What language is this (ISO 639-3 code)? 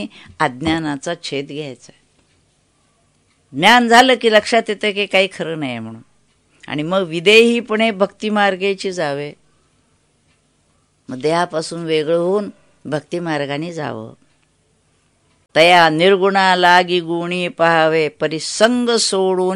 mar